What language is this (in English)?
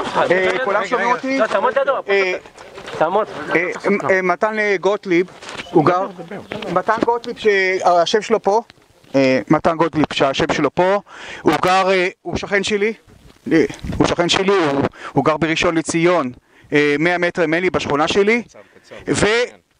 Hebrew